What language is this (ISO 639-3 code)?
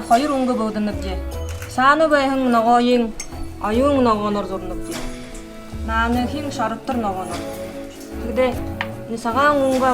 bua